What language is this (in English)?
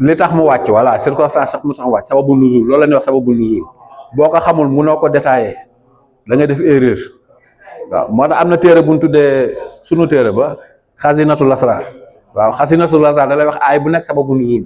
Wolof